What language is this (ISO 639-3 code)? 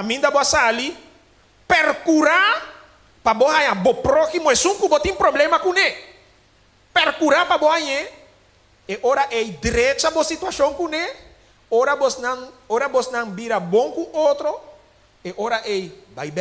pap